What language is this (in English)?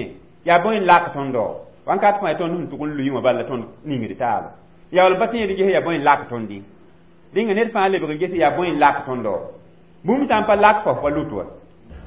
Mossi